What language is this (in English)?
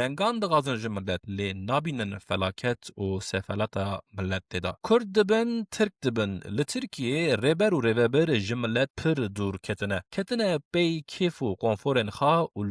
Kurdish